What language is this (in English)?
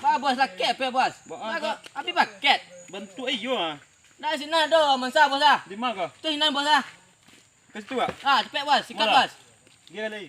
Minangkabau